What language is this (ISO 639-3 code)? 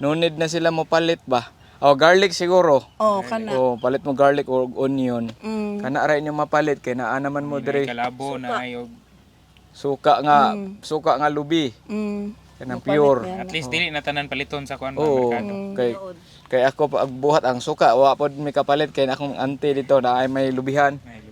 ceb